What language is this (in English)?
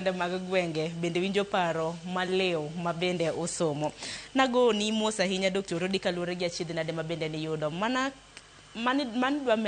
Luo (Kenya and Tanzania)